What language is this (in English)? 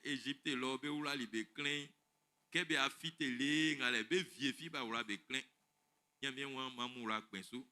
Baoulé